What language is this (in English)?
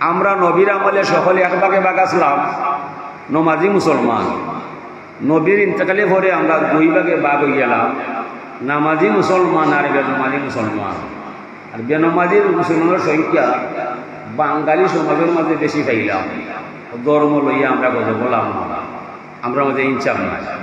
Sylheti